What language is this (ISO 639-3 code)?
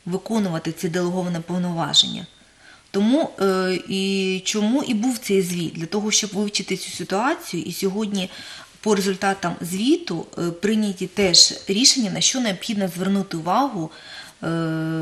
ukr